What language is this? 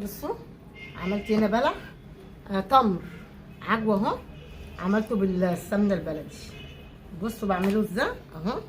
Egyptian Arabic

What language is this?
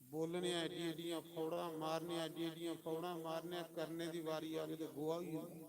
Dogri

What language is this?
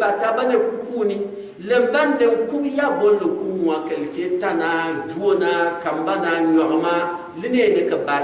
Gourmanchéma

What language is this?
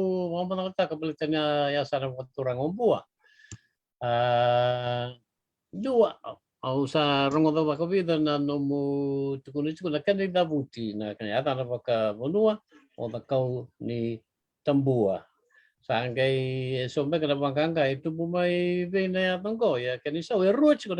Fijian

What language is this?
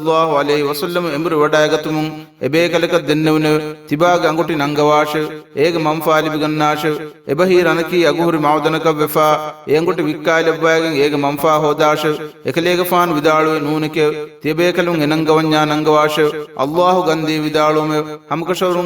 Divehi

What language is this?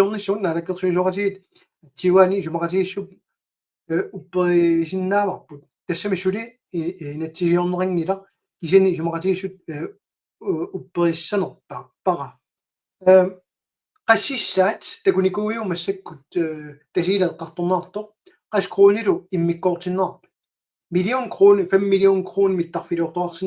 Kalaallisut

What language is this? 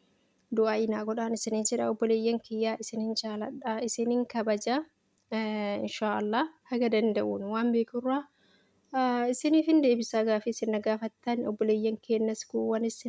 Oromo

